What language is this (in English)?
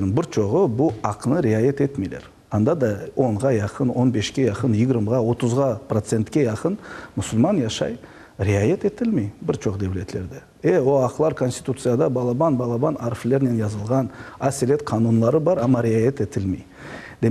Crimean Tatar